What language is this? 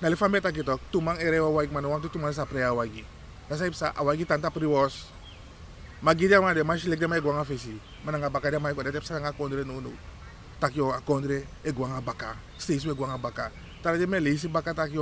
Sranan Tongo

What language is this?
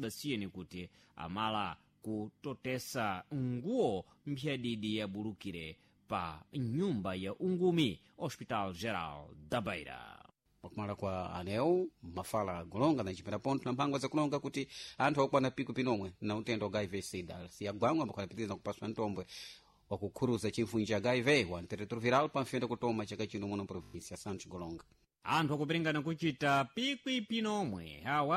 Sena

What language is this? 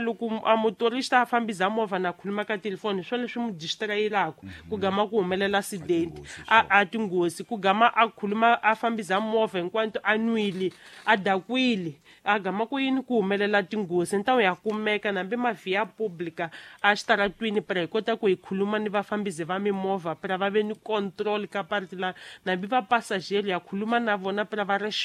Tsonga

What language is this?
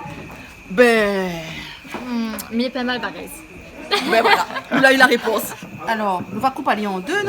Réunion Creole French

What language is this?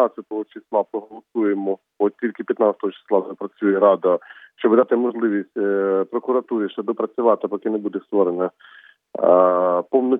Ukrainian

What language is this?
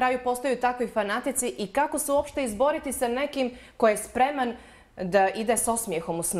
Bosnian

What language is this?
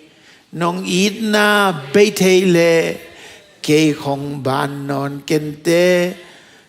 Tedim Chin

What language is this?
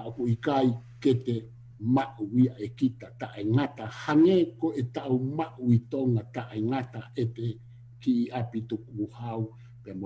Tongan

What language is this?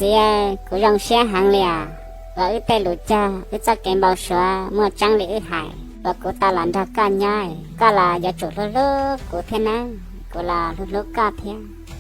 Hmong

